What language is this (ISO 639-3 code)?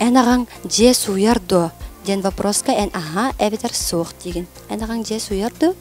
sah